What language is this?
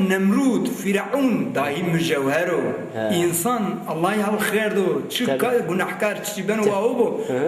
Zaza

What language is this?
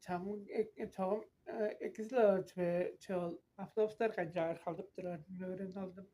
Tuvinian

